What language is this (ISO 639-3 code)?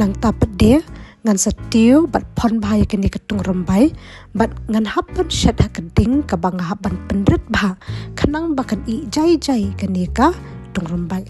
kha